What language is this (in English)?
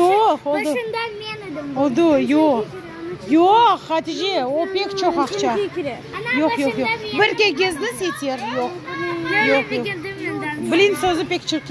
Crimean Tatar